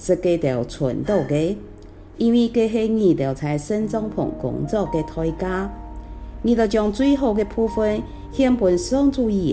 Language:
Hakka Chinese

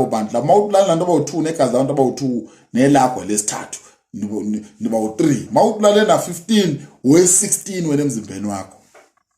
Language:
Zulu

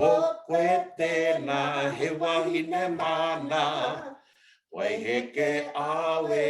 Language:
Māori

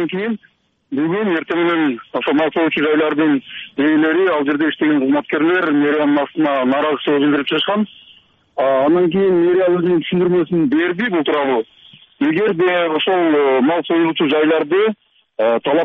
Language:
Kyrgyz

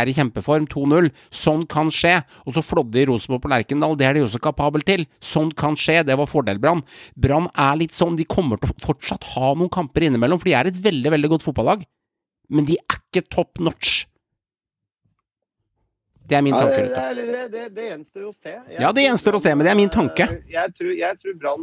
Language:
Norwegian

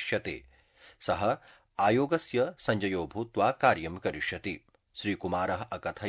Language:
Sanskrit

